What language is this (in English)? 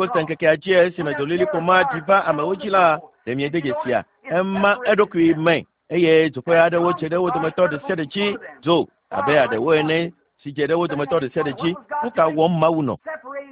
Ewe